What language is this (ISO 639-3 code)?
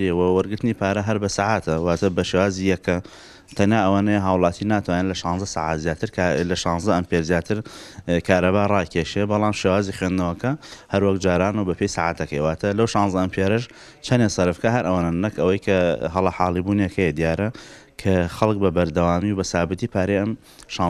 ckb